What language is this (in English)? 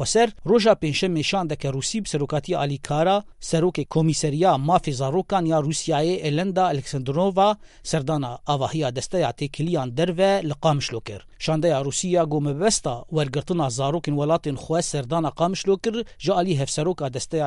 Kurdish